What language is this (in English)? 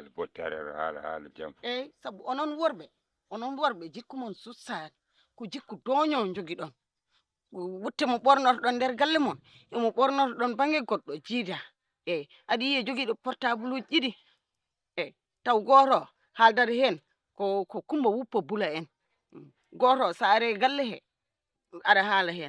Fula